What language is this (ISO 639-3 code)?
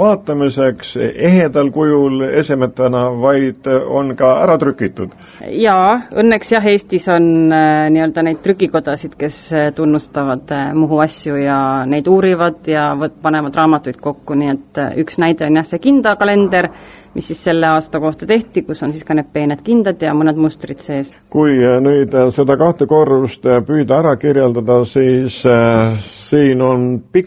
est